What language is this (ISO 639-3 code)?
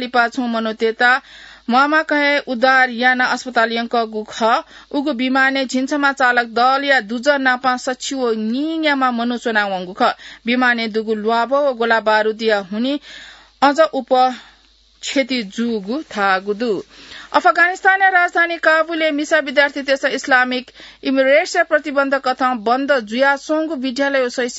new